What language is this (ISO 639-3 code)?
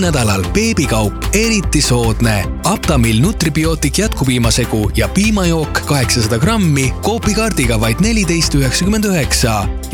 est